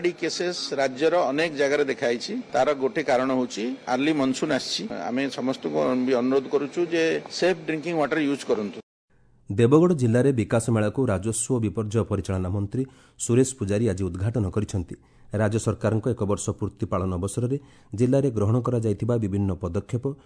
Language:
Odia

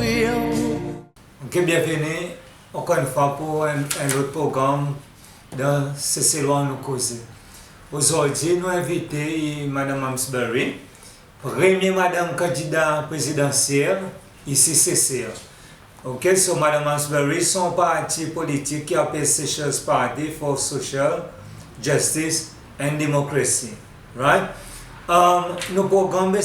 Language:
Seselwa Creole French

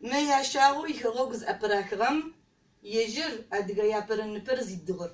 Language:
Adyghe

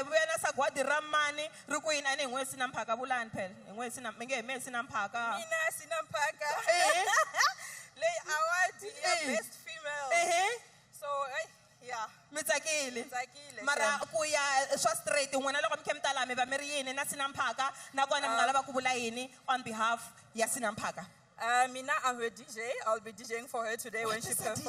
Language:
Tsonga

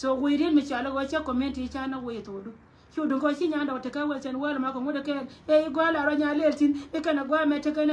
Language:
Nuer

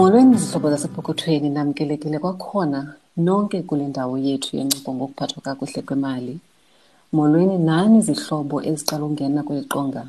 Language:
Xhosa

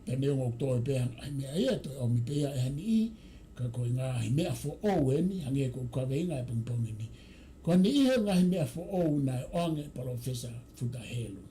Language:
Tongan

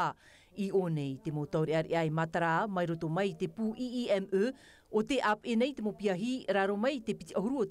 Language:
Tahitian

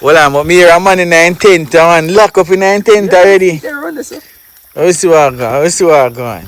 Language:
Jamaican Creole English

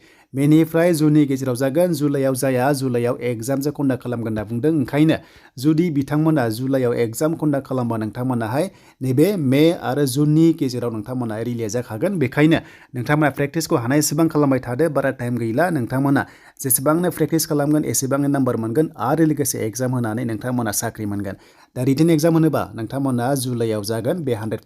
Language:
Bodo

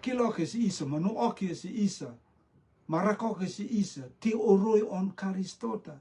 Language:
Rotuman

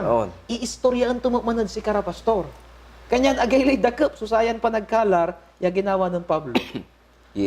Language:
Pangasinan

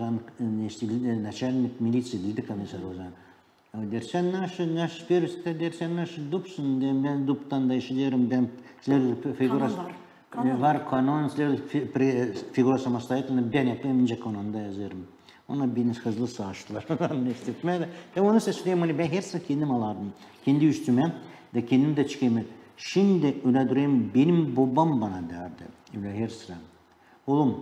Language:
Gagauz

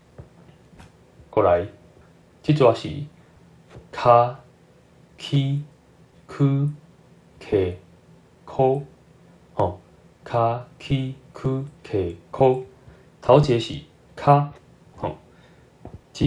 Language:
Min Nan Chinese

